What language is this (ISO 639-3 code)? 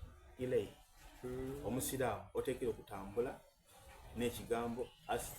xog